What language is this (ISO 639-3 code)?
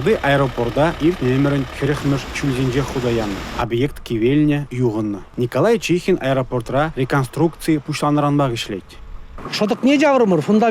chv